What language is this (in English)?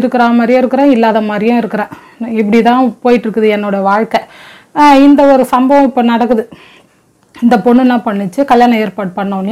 Tamil